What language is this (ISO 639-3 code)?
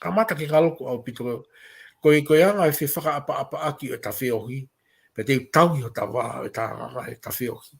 ton